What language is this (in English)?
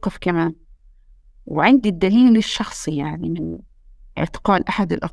North Levantine Arabic